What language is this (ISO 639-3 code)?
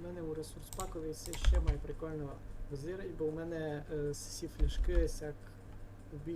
rue